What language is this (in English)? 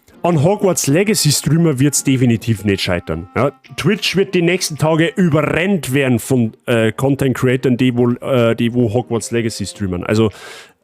Bavarian